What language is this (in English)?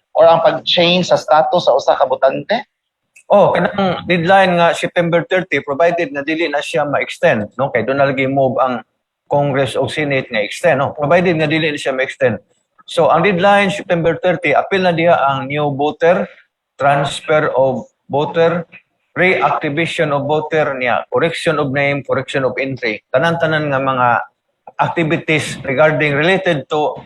Cebuano